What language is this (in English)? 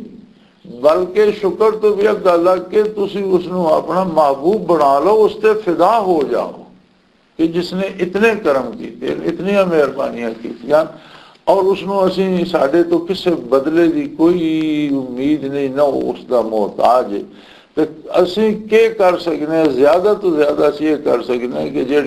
Western Panjabi